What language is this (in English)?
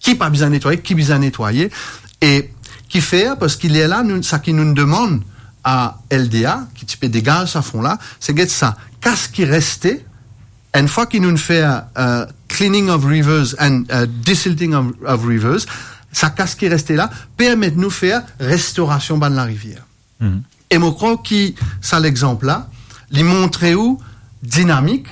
Morisyen